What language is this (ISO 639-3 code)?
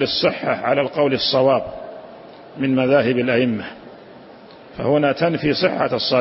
ara